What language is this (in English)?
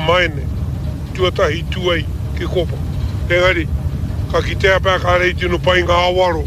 Māori